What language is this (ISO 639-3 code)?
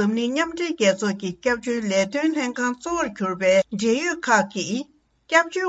bod